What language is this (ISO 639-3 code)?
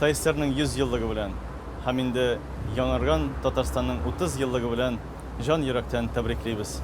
tat